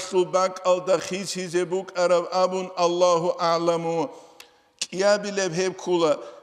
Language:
Avaric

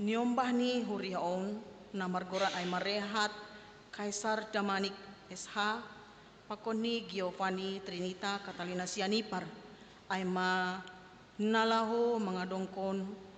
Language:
Batak Simalungun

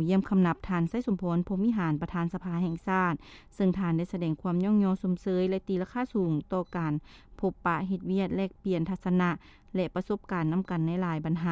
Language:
Lao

